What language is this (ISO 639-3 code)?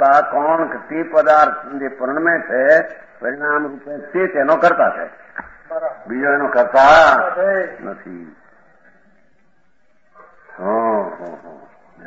guj